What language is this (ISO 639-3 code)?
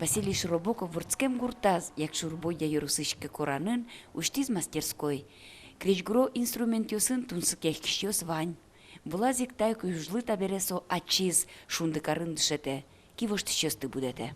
udm